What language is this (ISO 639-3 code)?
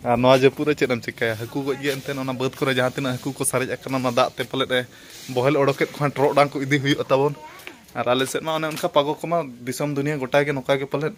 sat